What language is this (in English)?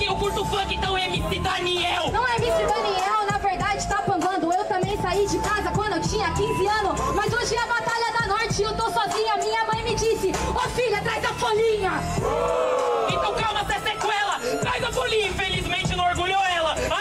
Portuguese